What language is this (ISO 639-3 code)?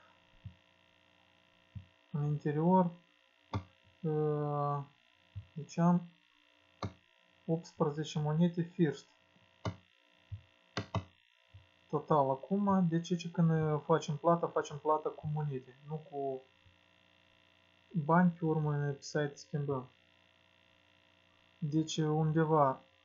ron